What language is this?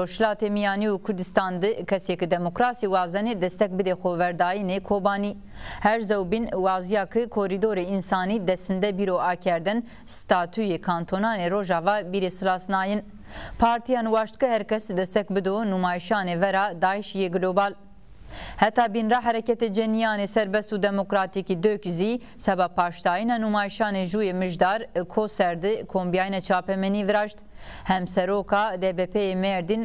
Zaza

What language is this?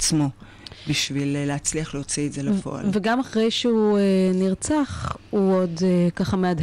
Hebrew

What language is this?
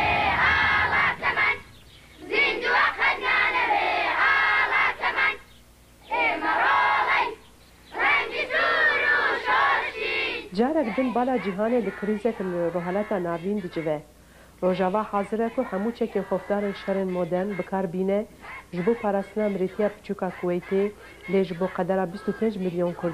Kurdish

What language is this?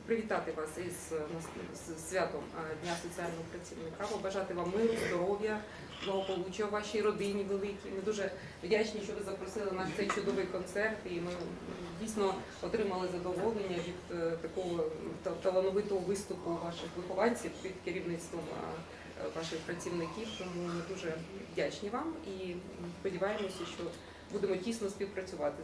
Ukrainian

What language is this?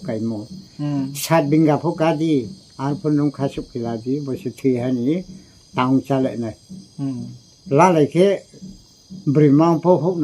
Riang (India)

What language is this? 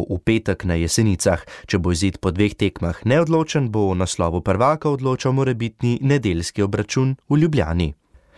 Slovenian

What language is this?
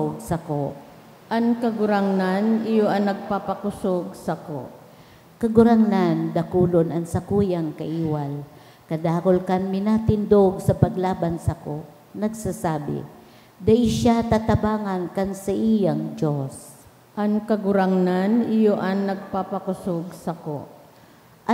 Bikol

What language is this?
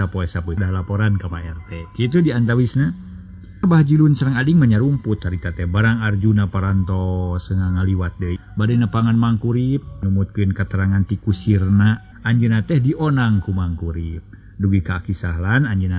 Sundanese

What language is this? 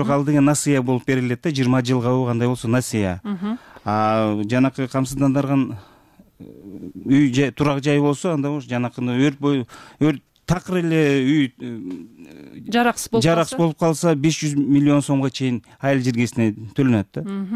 Kyrgyz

